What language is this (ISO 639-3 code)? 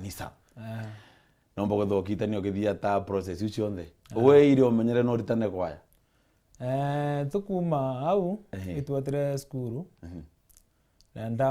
mer